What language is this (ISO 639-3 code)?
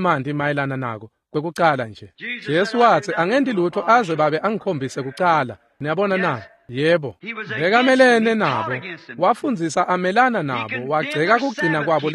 ssw